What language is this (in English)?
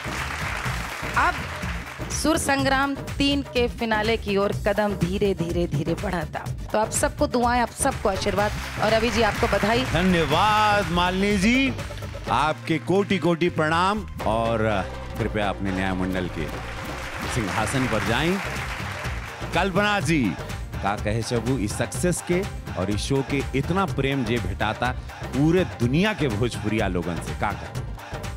Bhojpuri